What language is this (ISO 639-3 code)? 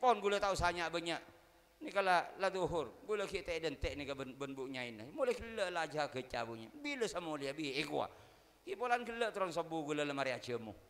mad